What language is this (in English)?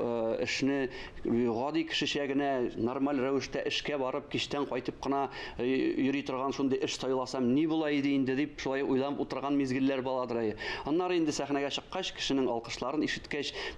Tatar